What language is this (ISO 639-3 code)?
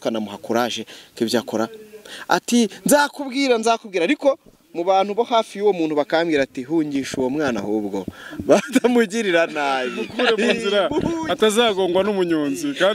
kin